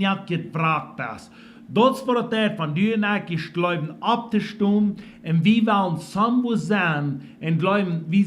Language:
Plautdietsch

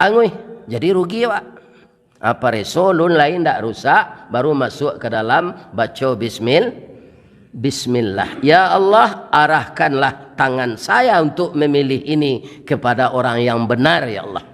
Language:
Minangkabau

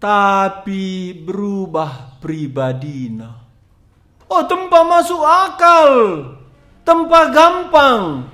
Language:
Batak Karo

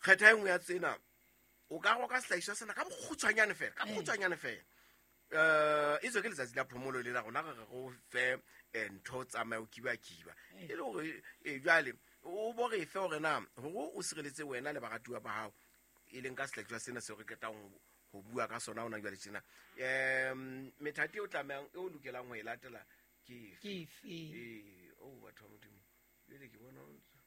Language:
Southern Sotho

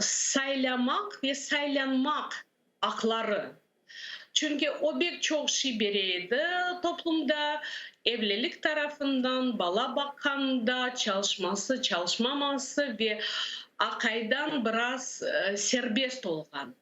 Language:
Crimean Tatar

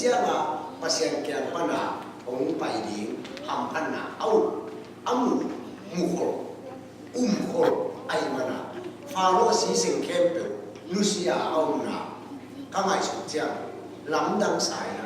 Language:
Tedim Chin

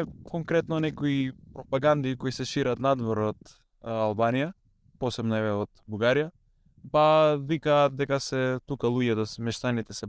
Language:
Macedonian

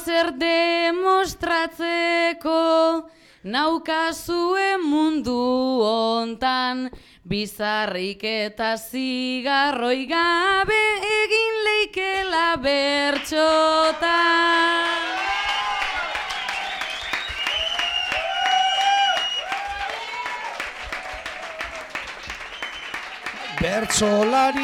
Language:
Basque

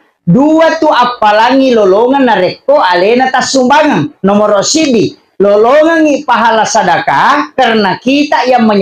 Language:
Buginese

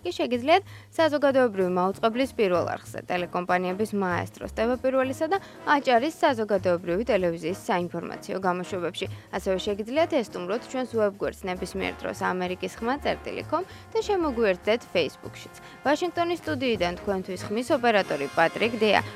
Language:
Georgian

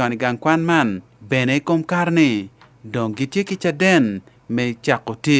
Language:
Acoli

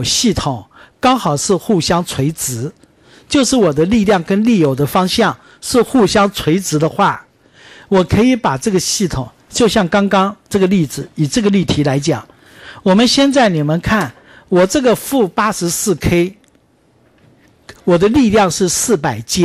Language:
Chinese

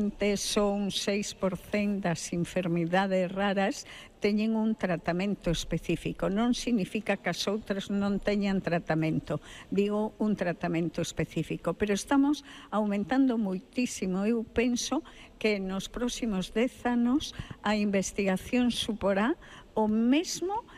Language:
Galician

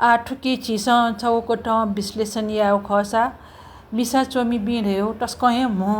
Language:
Newari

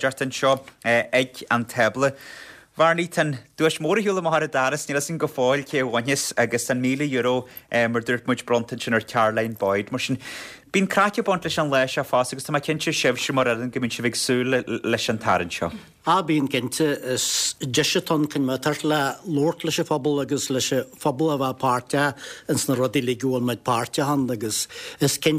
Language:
Irish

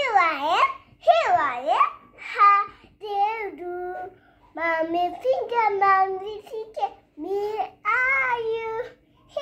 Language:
English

